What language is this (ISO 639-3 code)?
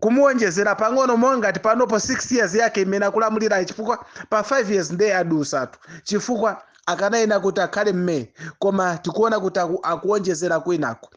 nya